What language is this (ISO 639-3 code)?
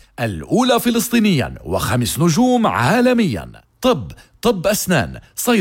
apc